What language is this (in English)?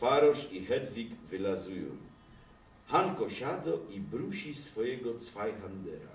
Silesian